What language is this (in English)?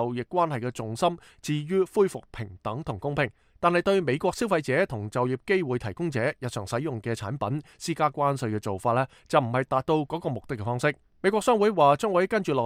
Cantonese